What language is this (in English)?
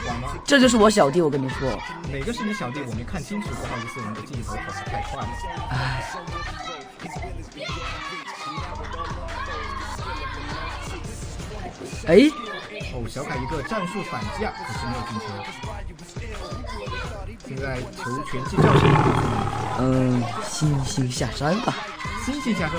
Chinese